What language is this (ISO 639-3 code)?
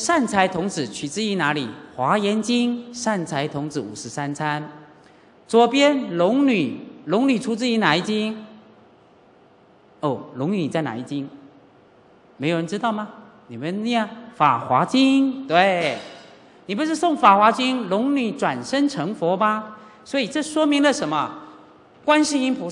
zho